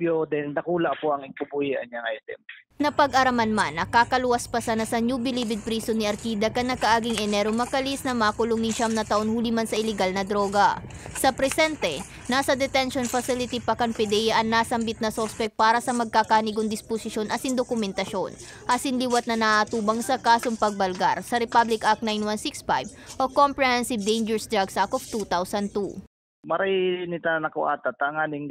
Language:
Bikol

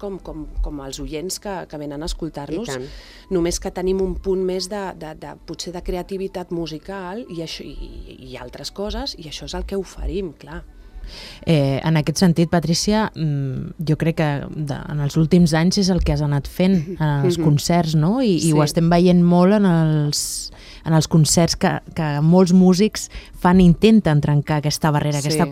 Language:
Catalan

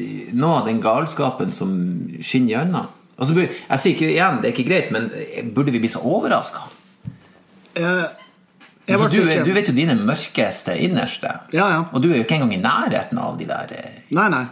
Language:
Norwegian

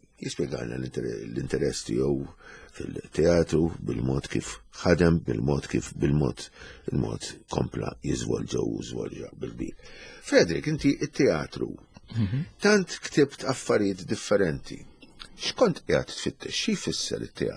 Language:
Maltese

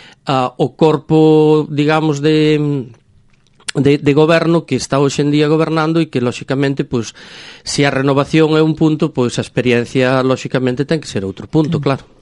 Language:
Galician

